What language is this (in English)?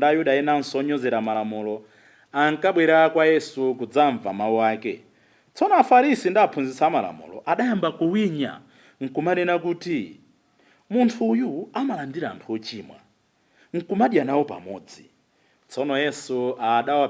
Nyanja